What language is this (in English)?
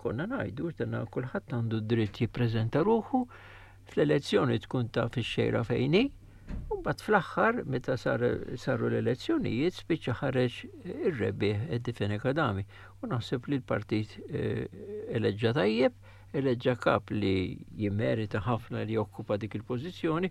Maltese